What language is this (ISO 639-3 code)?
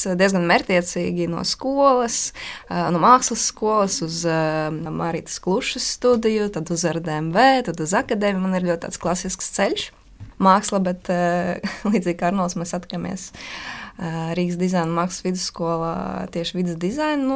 lav